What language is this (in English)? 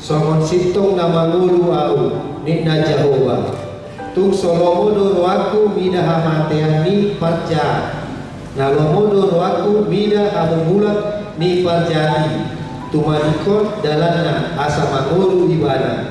Batak Toba